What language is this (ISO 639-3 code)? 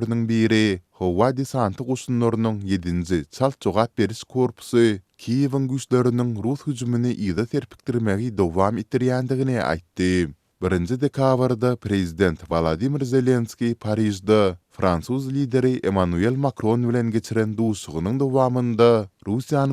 tuk